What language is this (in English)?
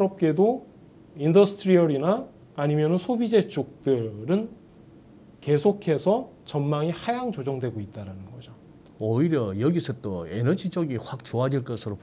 Korean